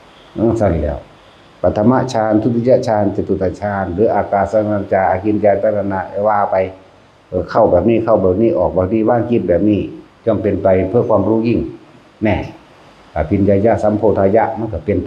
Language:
Northeastern Thai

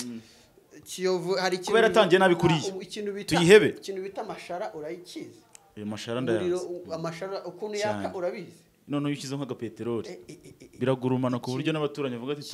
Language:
Kinyarwanda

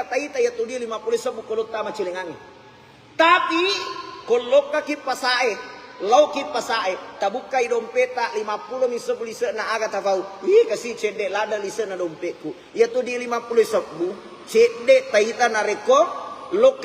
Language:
Buginese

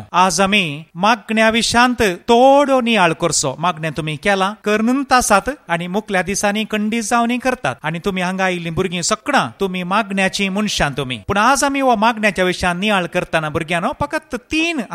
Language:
Konkani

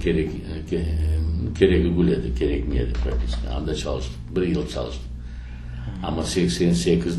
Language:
Crimean Tatar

